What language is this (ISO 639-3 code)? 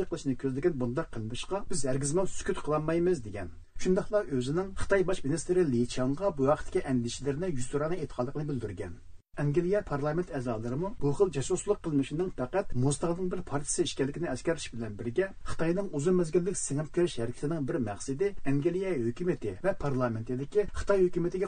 uig